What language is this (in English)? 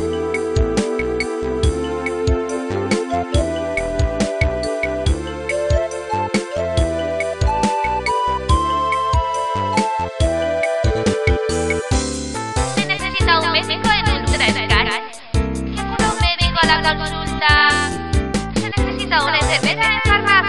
Spanish